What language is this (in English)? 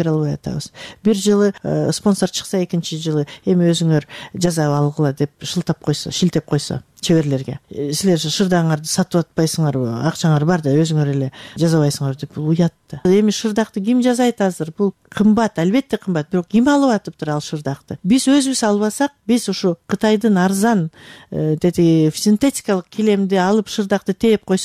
Kyrgyz